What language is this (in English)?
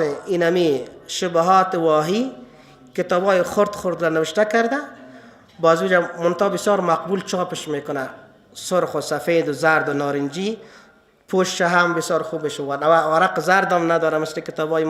Persian